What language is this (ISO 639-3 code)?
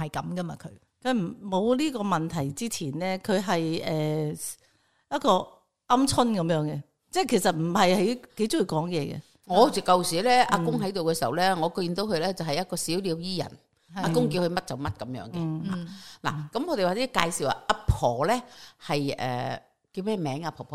yue